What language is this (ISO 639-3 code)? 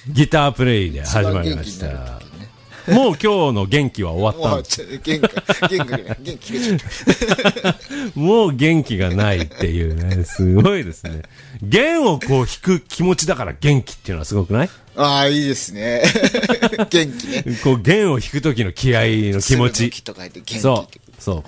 jpn